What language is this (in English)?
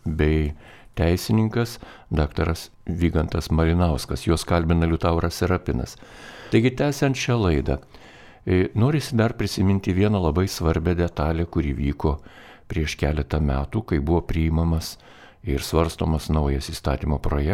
Lithuanian